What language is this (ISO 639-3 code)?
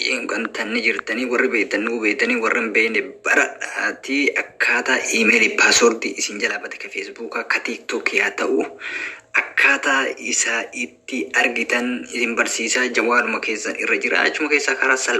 orm